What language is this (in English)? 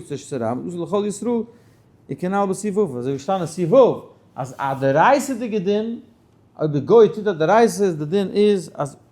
Yiddish